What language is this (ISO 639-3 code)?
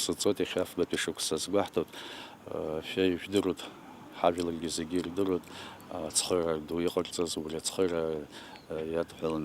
abk